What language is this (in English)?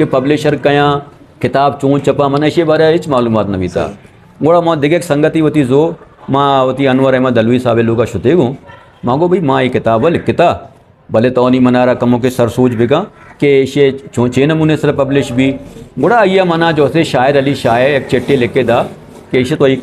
Eastern Balochi